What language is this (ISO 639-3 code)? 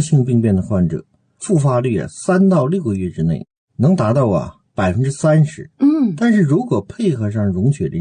zho